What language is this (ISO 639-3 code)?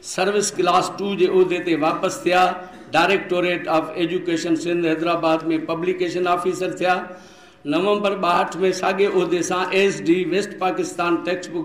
snd